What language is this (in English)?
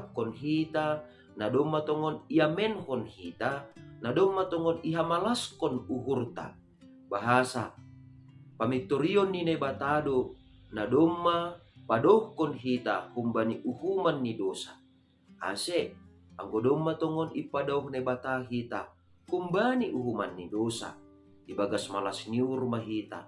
Batak Simalungun